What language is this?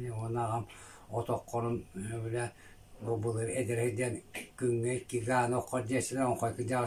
Yakut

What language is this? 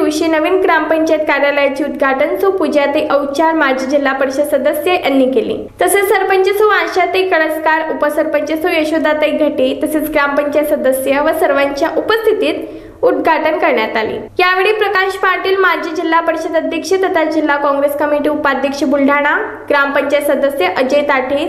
Marathi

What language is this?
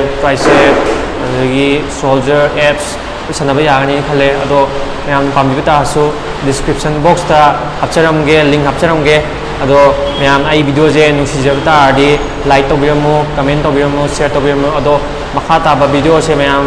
Manipuri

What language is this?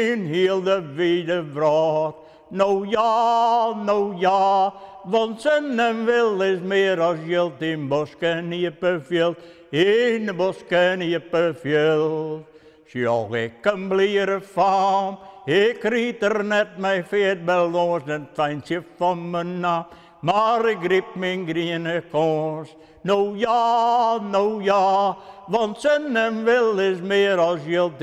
Western Frisian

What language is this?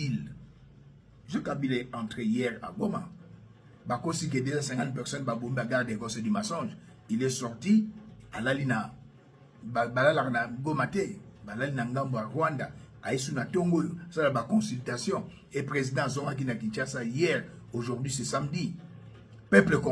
Lingala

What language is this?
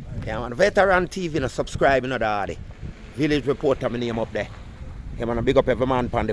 Jamaican Creole English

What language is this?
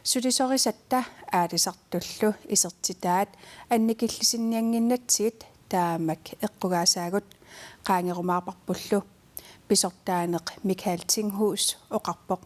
Kalaallisut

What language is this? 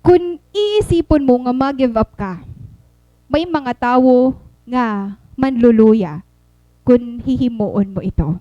Waray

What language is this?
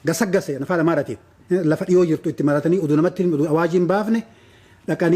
Oromo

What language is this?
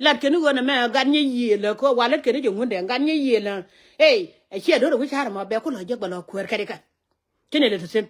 Nuer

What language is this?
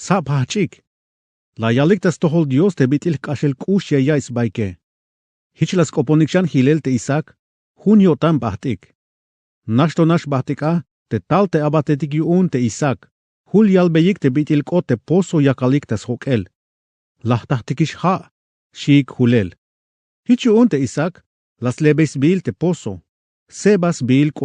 Tzeltal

